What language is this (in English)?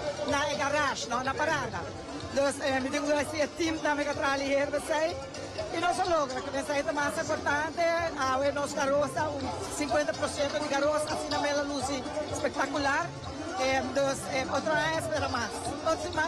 Papiamento